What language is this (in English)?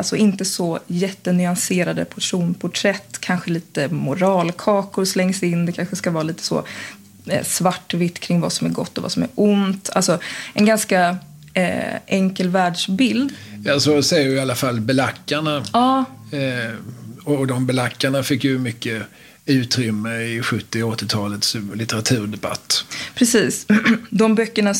Swedish